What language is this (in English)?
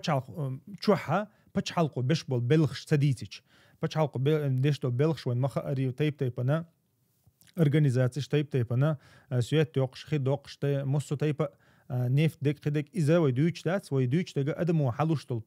Chechen